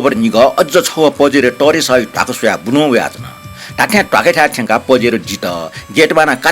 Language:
Newari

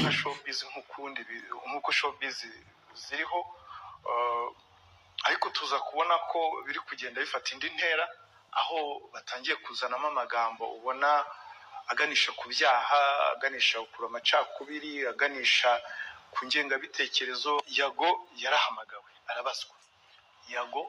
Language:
Kinyarwanda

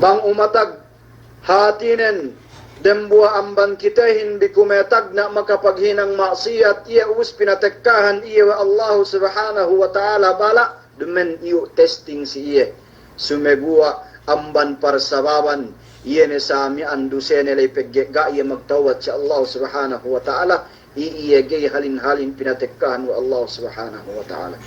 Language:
Yakan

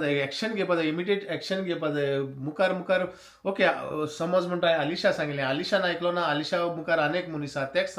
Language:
Konkani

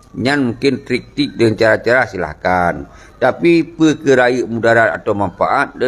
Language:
Achinese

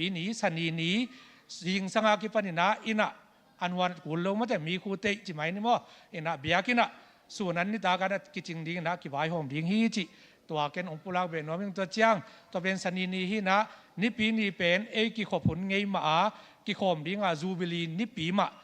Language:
Tedim Chin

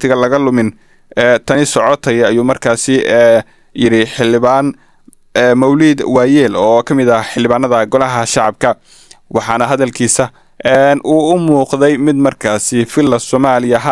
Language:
Somali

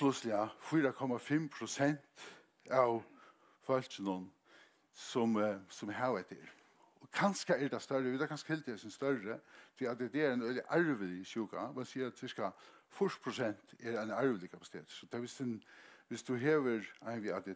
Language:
Faroese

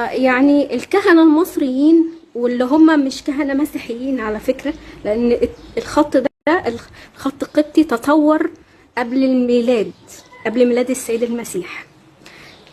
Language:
Egyptian Arabic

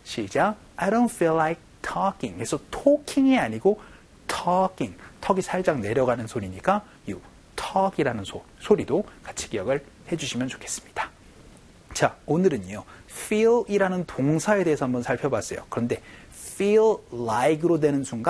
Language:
Korean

